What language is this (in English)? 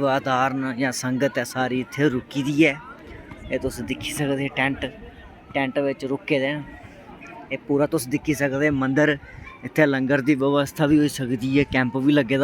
Dogri